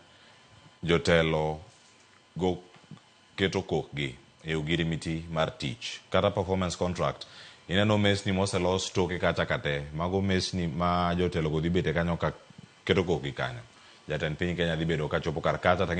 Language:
Luo (Kenya and Tanzania)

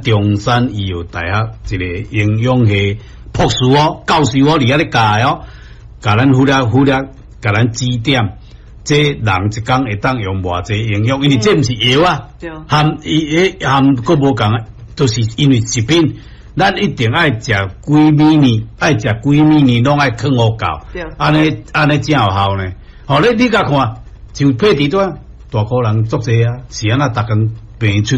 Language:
Min Nan Chinese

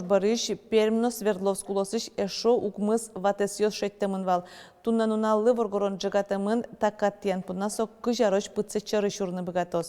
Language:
Udmurt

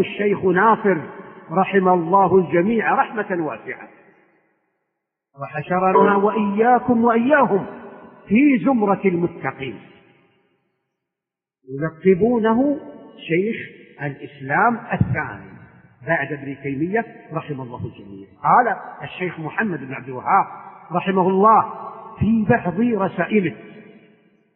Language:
Arabic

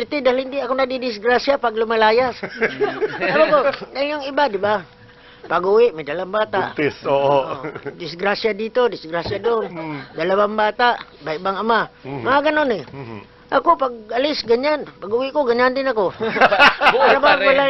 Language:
Filipino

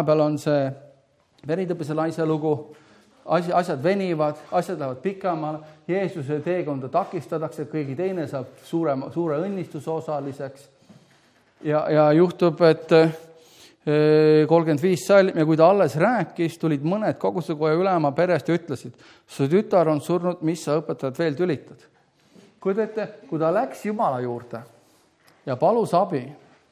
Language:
Estonian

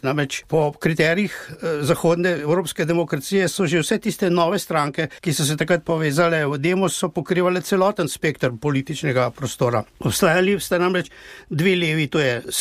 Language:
Slovenian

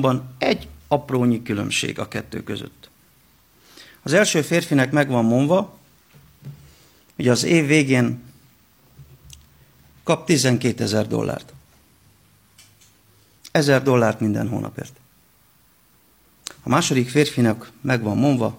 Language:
Hungarian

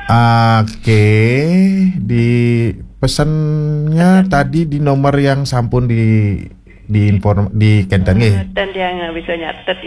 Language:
Balinese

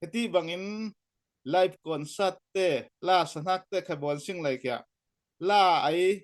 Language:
Falam Chin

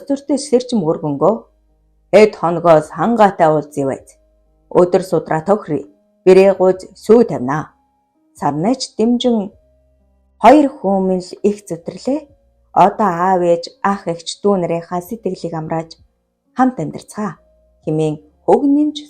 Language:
Mongolian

